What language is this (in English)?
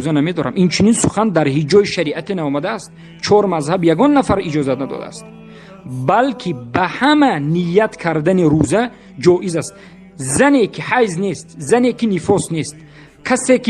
Tajik